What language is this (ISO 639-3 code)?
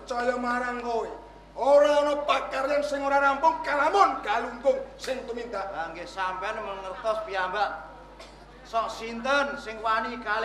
jav